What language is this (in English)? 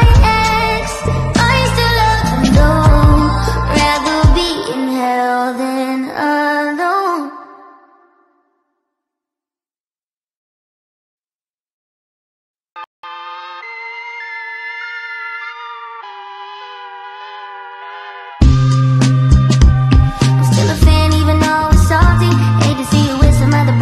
English